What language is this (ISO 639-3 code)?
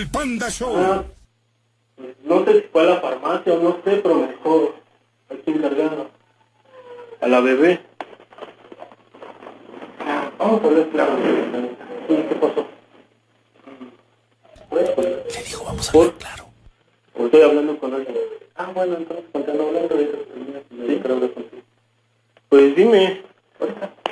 spa